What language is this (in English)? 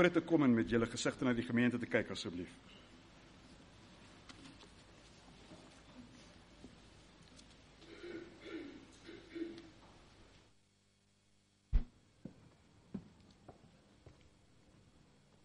Afrikaans